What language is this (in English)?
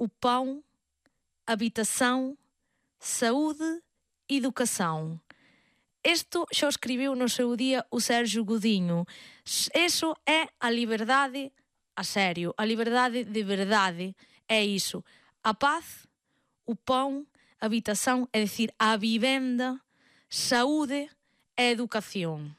Galician